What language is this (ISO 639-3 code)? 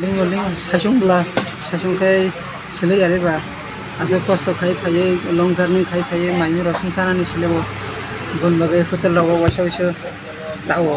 trp